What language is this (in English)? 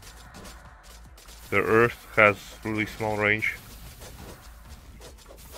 English